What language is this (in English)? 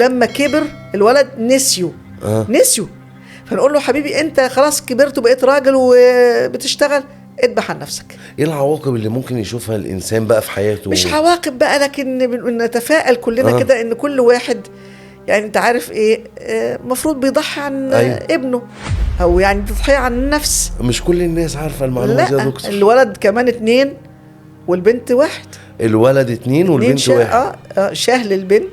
Egyptian Arabic